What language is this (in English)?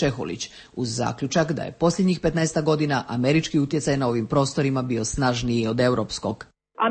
Croatian